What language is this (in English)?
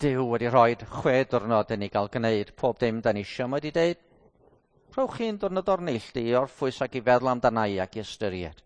Welsh